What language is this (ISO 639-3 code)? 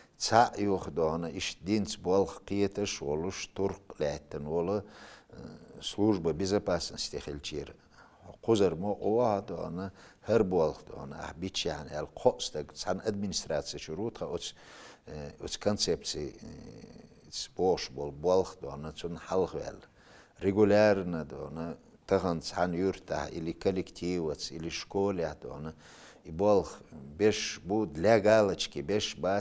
che